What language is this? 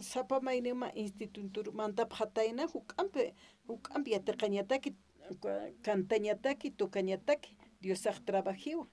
Aymara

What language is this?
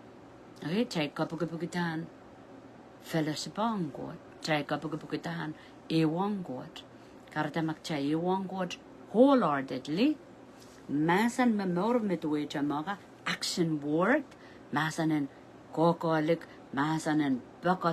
Pohnpeian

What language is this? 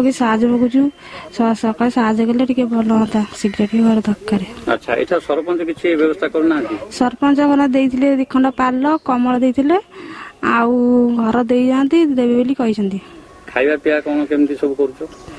Odia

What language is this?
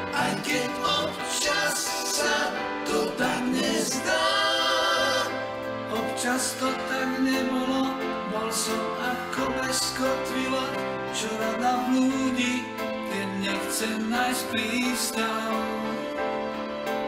Slovak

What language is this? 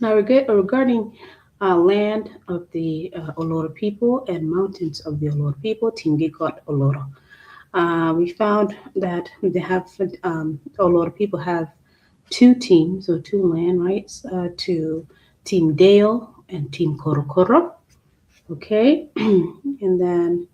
Acoli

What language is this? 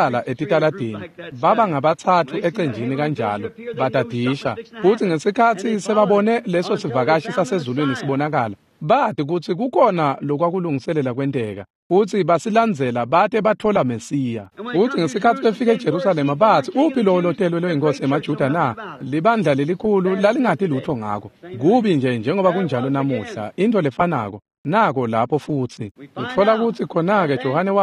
Swati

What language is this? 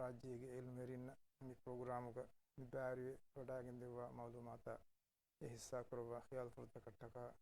Divehi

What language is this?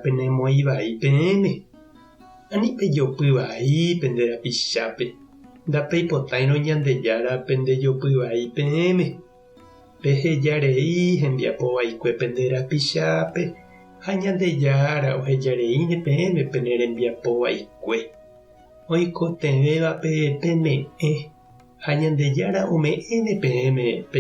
Guarani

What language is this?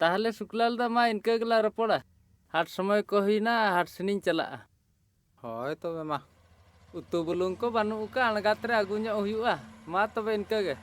Santali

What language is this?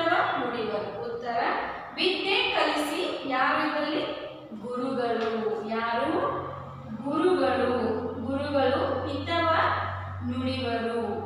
Kannada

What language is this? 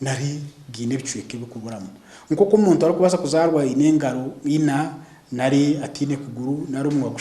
Nyankole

